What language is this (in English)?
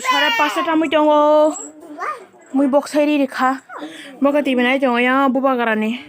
Kok Borok